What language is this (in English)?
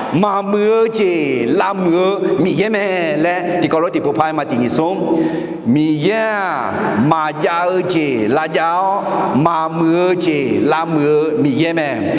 Akha